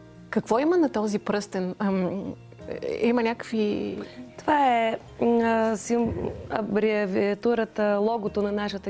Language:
Bulgarian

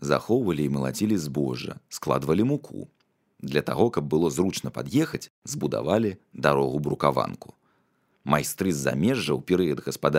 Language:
Belarusian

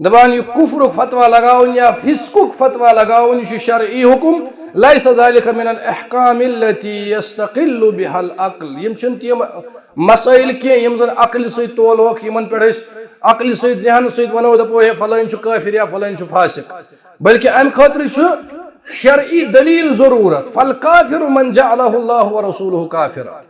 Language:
Kashmiri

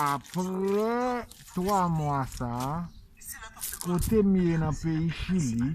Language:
Haitian Creole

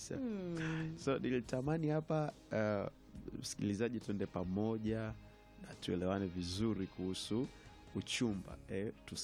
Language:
Swahili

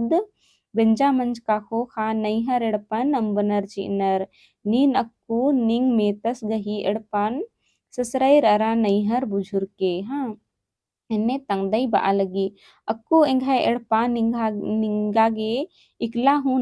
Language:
Kurukh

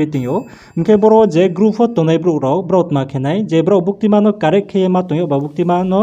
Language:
Riang (India)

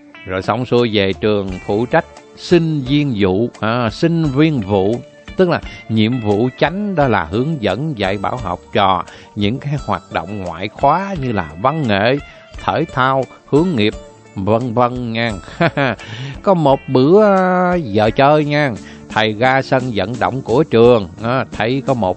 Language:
Vietnamese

